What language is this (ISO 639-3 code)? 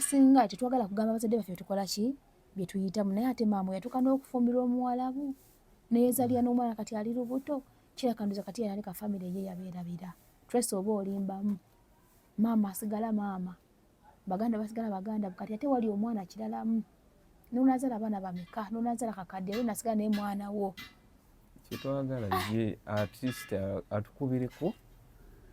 lug